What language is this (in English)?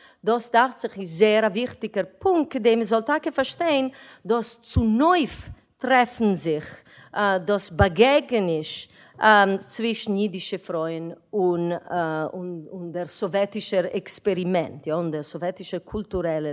Yiddish